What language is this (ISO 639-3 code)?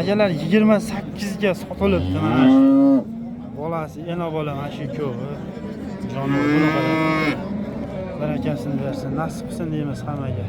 uzb